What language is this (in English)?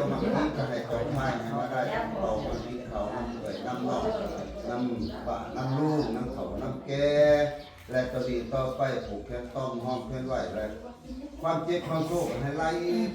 Northeastern Thai